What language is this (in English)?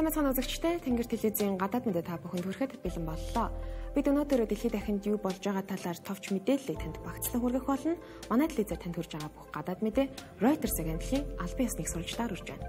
Mongolian